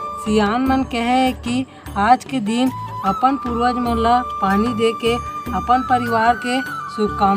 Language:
Chhattisgarhi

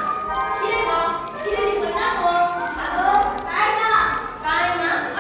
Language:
Konkani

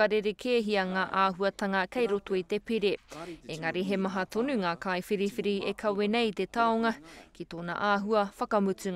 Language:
Māori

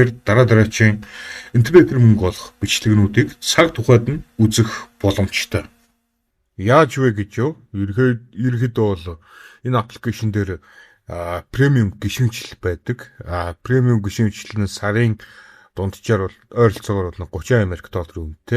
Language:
Mongolian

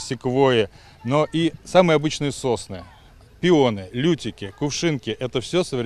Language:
Crimean Tatar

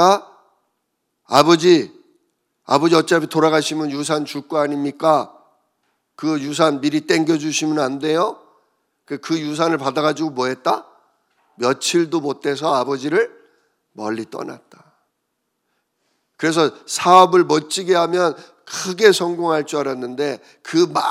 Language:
Korean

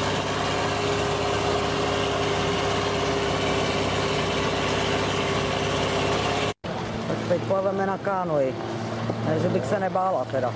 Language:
Czech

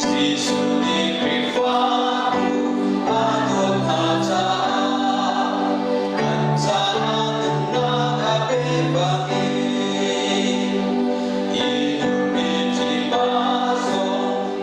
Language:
Hakha Chin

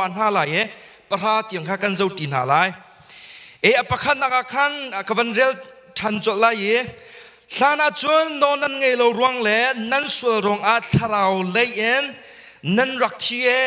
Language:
Hakha Chin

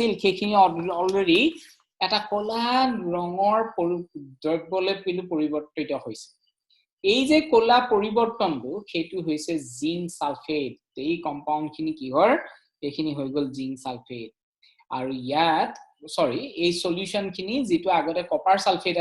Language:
Assamese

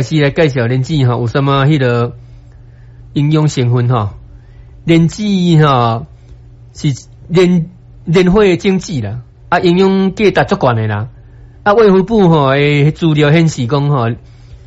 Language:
Min Nan Chinese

